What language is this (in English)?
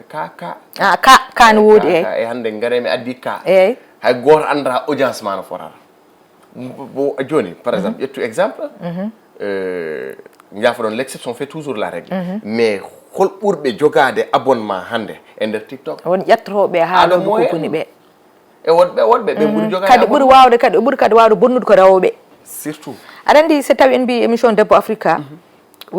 Fula